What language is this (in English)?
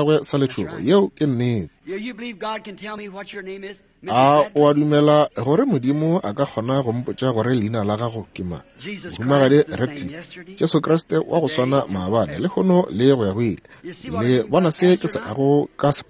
Northern Sotho